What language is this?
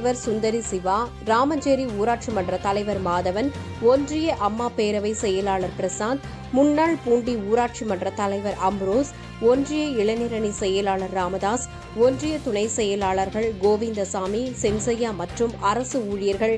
Tamil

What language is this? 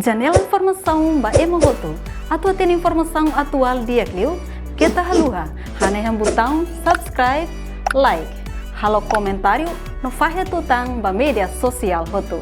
Tetum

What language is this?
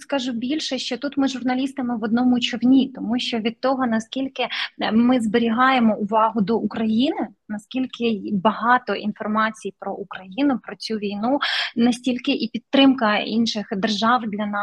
Ukrainian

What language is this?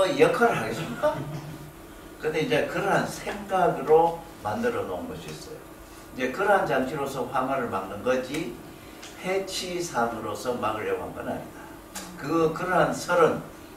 Korean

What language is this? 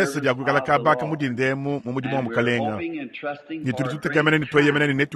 Luba-Lulua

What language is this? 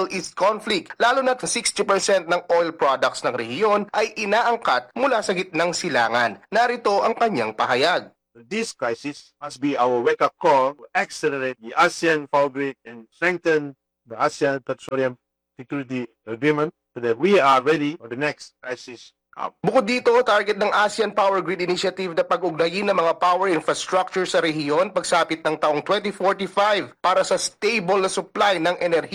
Filipino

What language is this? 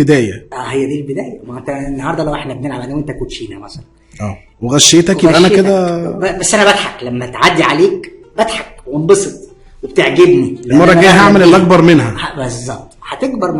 Egyptian Arabic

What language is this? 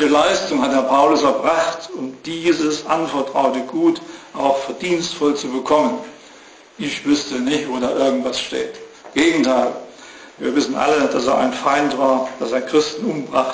German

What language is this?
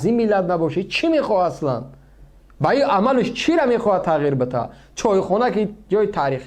Tajik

